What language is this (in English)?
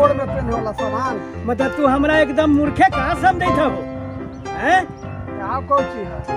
Magahi